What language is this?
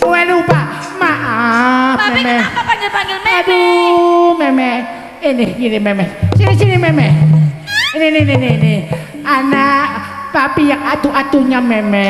Betawi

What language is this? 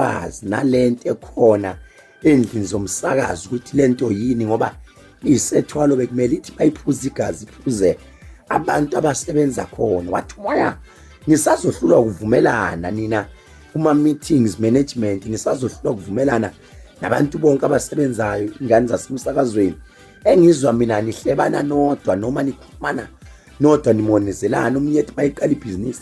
Zulu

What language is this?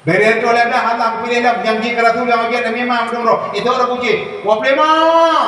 Achinese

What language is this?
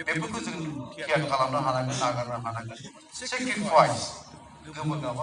Bodo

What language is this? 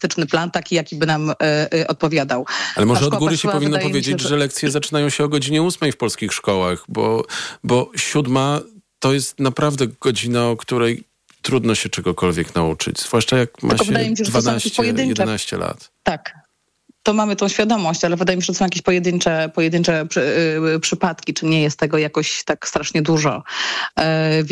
Polish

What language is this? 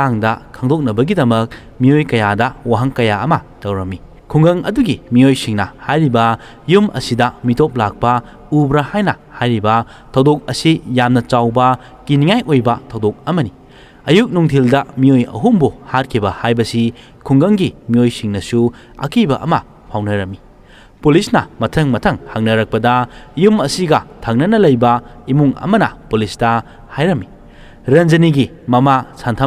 Manipuri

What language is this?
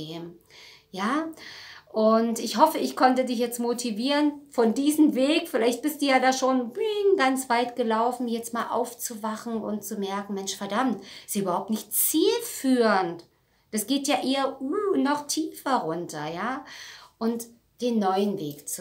German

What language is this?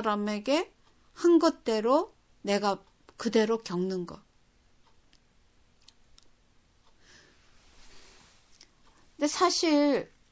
Korean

